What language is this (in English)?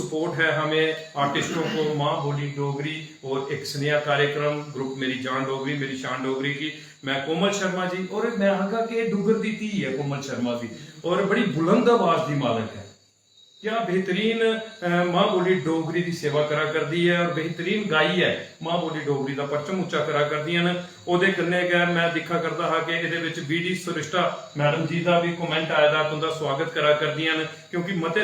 Dogri